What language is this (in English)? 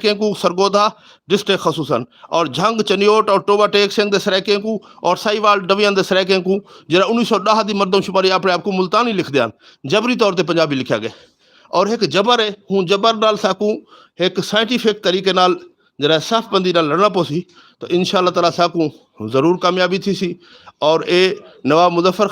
Saraiki